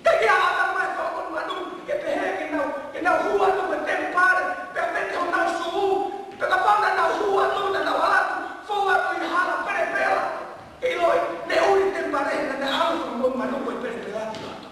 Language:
Tongan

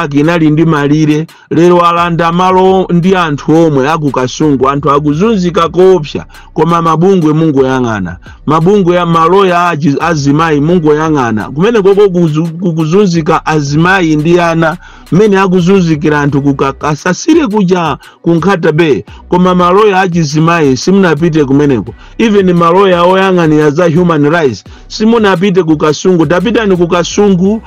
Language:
Nyanja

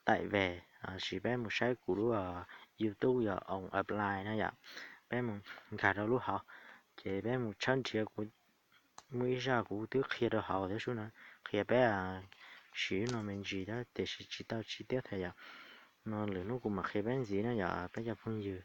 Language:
Hmong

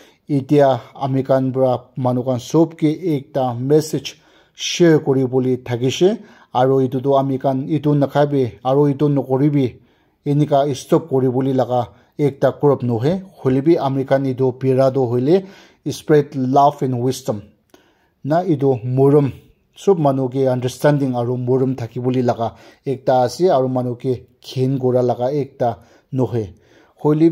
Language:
Naga Pidgin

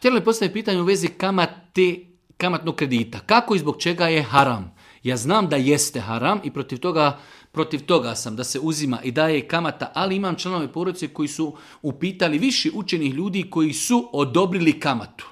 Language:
Serbian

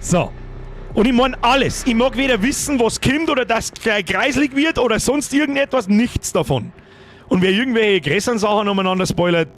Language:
Bavarian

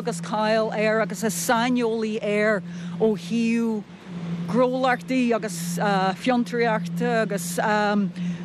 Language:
Irish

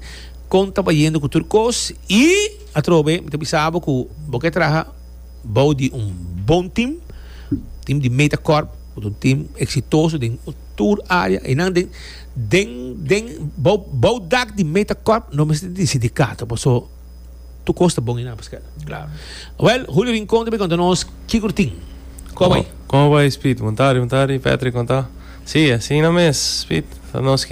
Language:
Papiamento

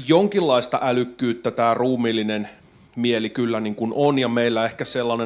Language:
Finnish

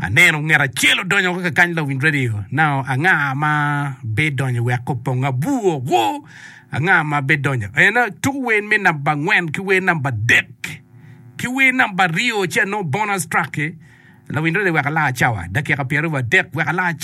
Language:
Acoli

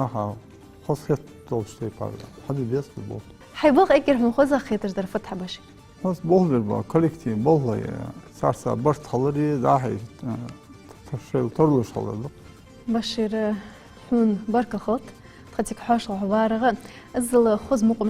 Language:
Ingush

